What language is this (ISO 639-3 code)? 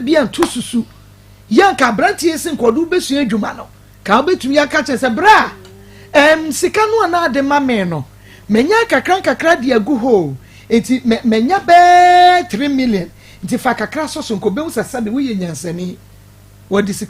aka